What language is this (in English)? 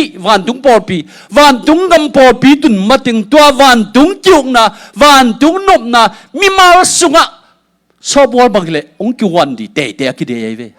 Tedim Chin